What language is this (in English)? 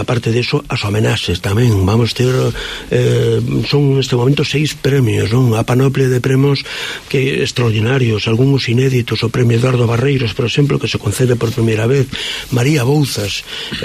Galician